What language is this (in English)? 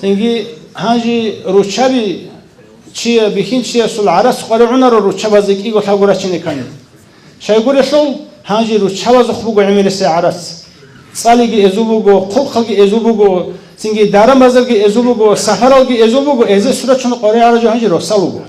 Avaric